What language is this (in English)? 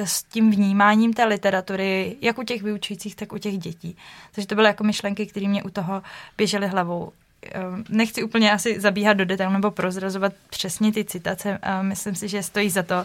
Czech